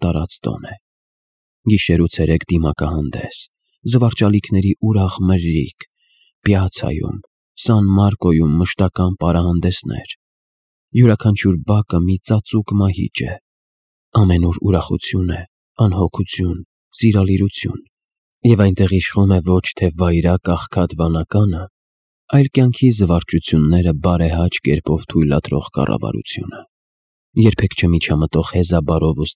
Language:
Armenian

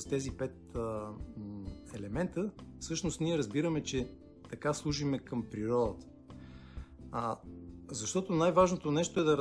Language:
Bulgarian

